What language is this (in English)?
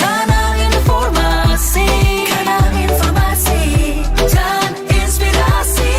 Manado Malay